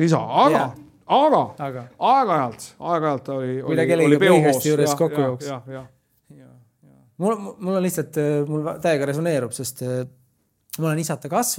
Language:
Estonian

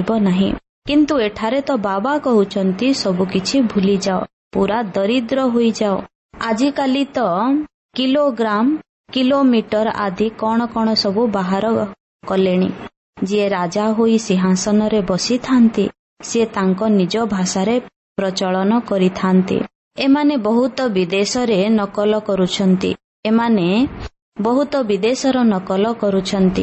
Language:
Odia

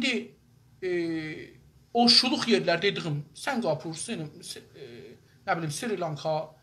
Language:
South Azerbaijani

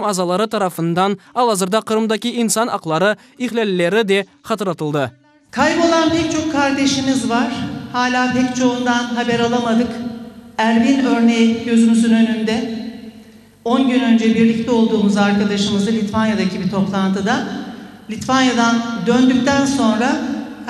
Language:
Crimean Tatar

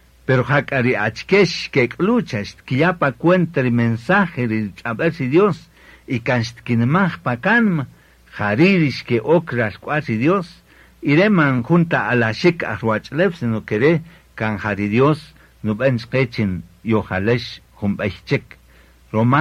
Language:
Kaqchikel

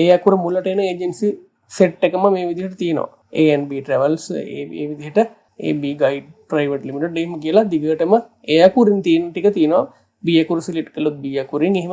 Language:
Sinhala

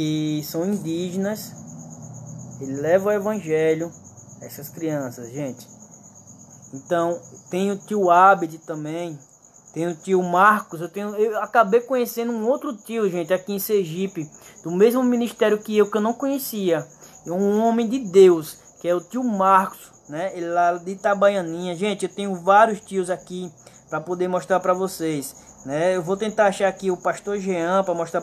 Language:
Portuguese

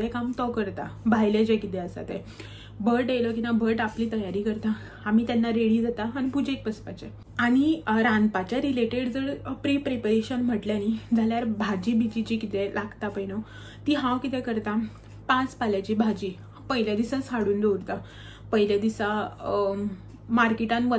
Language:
Konkani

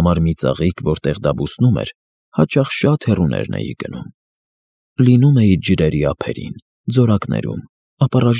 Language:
Armenian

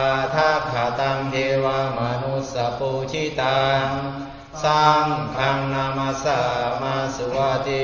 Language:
Pali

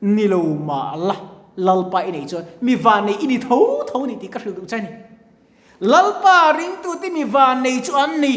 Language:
Mizo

